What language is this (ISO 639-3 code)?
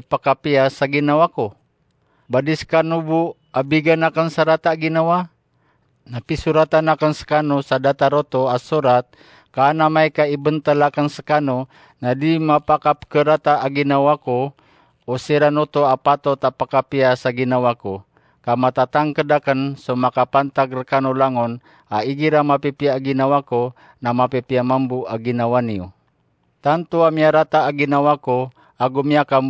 mrw